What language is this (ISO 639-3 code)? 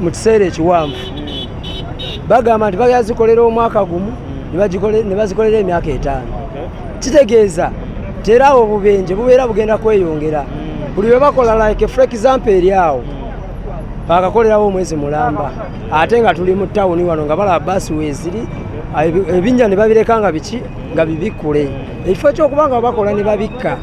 lug